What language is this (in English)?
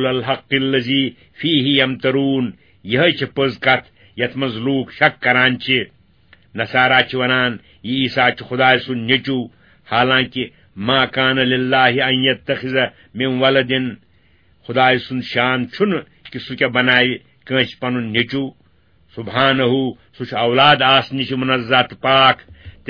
Kashmiri